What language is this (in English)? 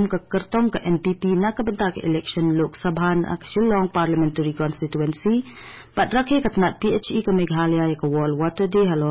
Khasi